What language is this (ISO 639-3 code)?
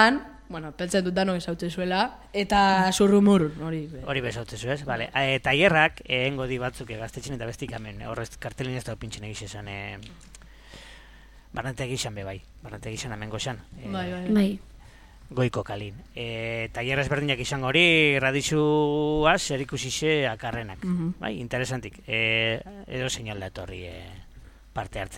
eus